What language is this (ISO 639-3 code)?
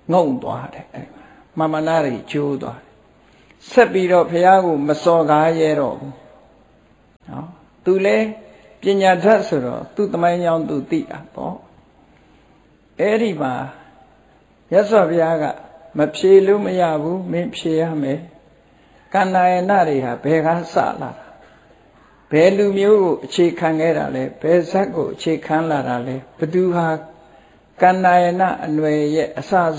mya